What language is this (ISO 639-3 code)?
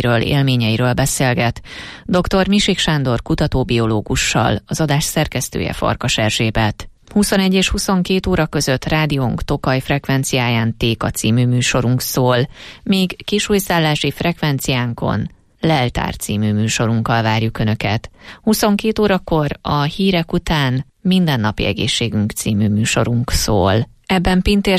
hun